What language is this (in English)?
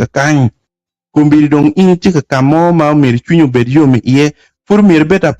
Acoli